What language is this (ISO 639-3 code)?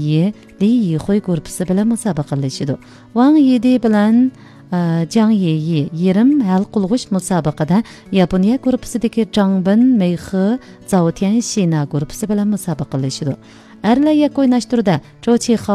uig